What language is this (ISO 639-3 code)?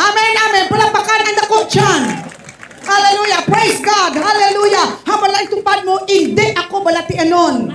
hil